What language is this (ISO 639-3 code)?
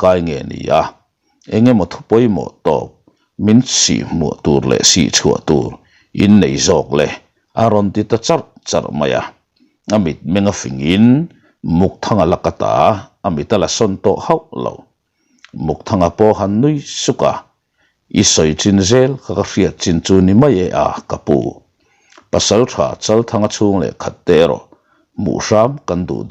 lus